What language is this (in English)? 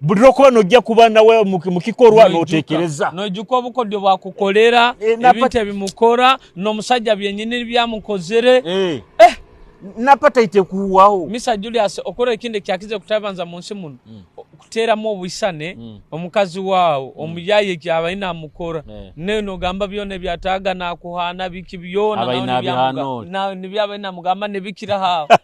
Nyoro